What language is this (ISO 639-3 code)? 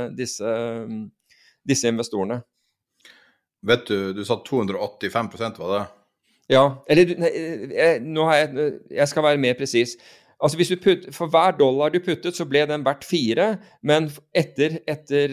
nor